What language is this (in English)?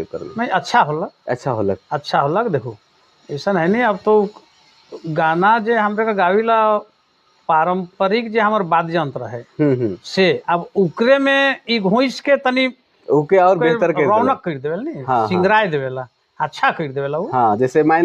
Sadri